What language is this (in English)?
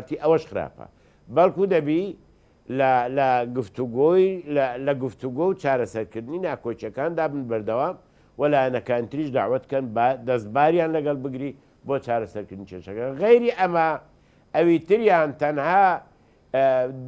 Central Kurdish